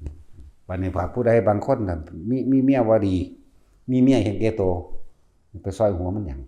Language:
Northeastern Thai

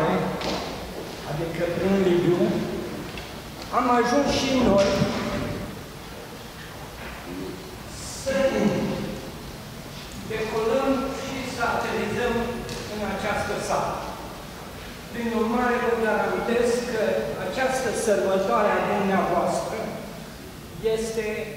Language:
Romanian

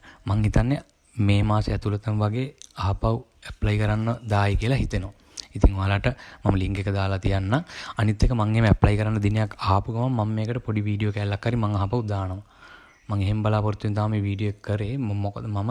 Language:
Sinhala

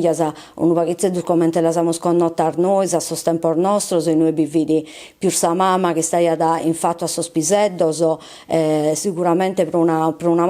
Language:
Sardinian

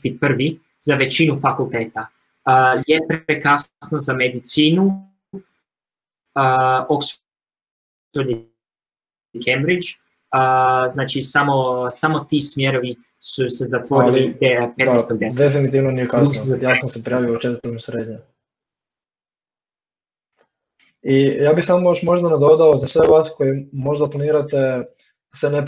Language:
Croatian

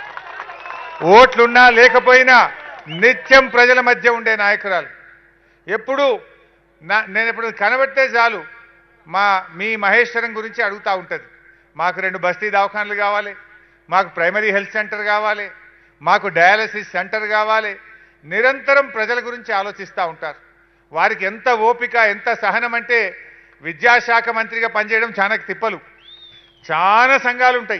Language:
Telugu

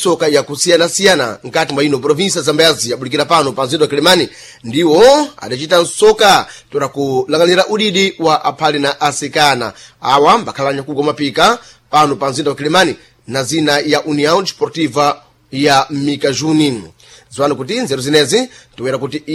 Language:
Sena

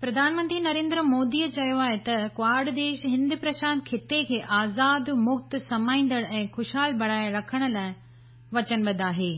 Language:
Sindhi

